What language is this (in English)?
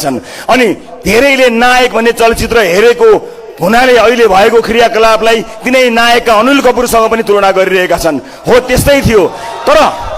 Nepali